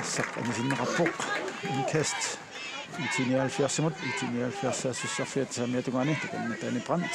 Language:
Kalaallisut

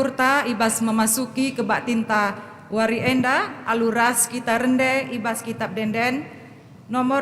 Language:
Batak Karo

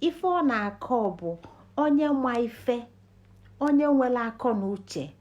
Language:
Igbo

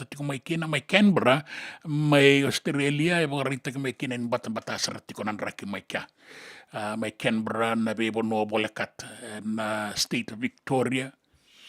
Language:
Fijian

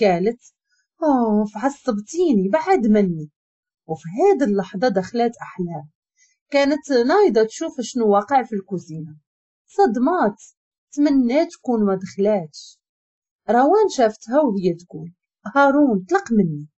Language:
Moroccan Arabic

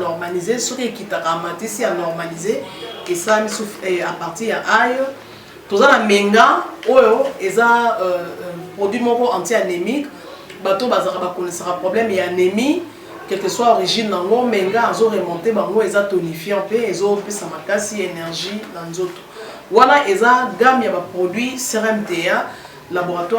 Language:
Lingala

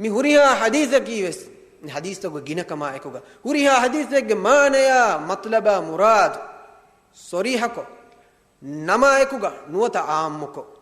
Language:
Divehi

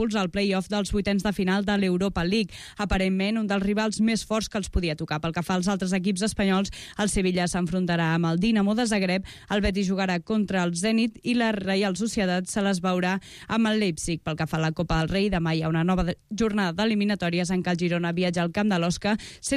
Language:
Catalan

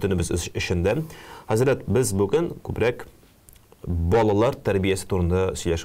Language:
Tatar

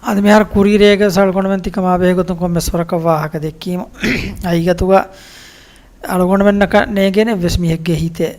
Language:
Divehi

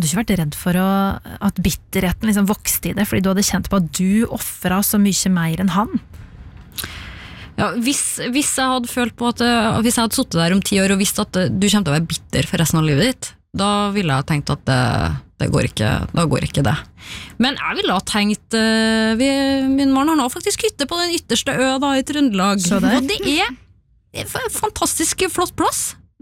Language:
Norwegian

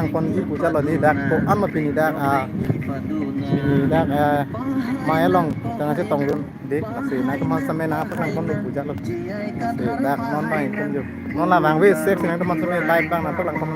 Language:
Karbi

